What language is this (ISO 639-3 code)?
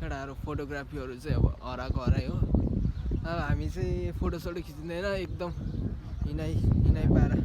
nep